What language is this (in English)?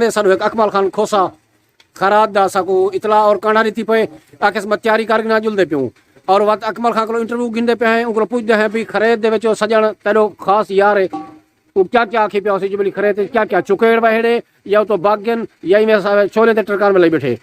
Saraiki